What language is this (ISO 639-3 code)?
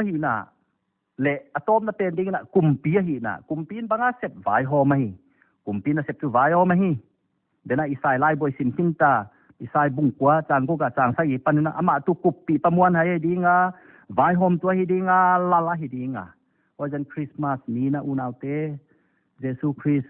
pck